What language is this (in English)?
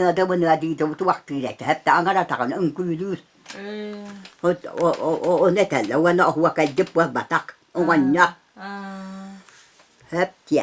Yakut